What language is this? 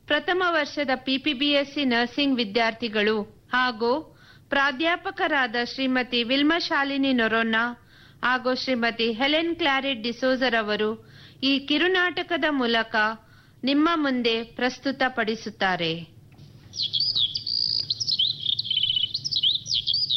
Kannada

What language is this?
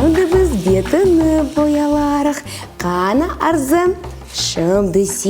Crimean Tatar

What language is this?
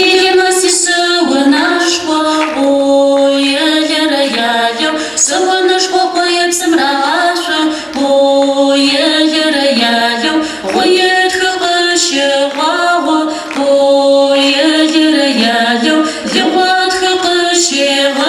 Adyghe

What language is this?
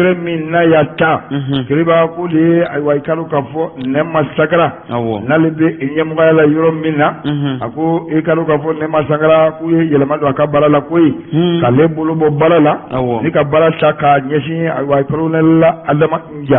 Bambara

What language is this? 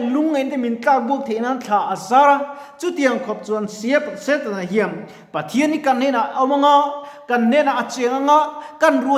Mizo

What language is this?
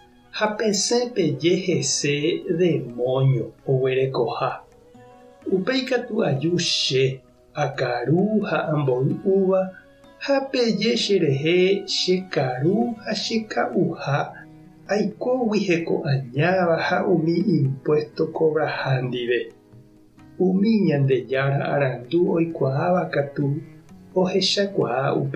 Guarani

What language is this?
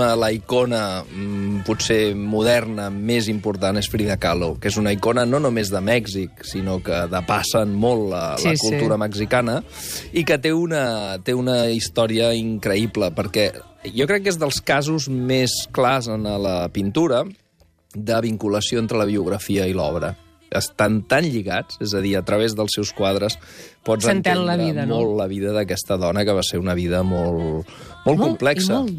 Catalan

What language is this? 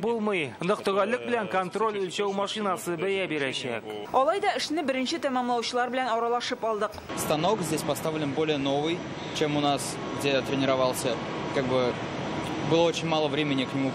Tatar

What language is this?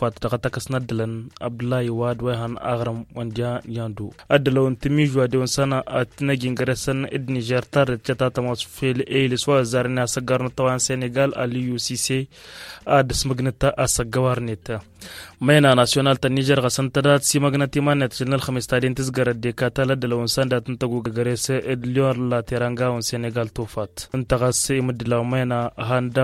Tamasheq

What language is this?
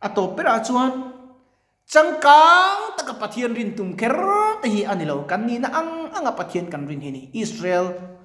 Mizo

